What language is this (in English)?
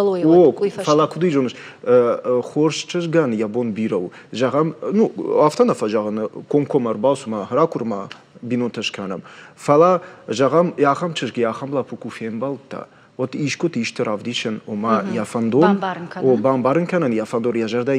Ossetic